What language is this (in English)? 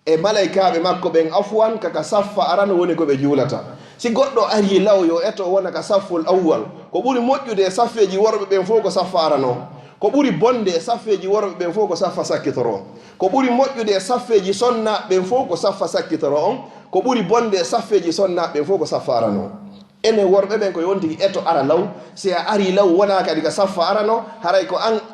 Fula